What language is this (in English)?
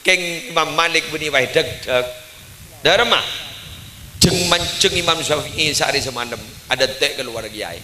Madurese